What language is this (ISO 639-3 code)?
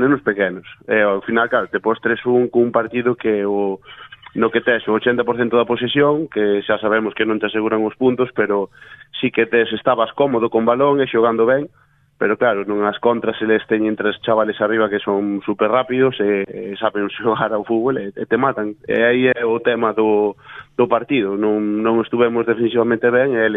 glg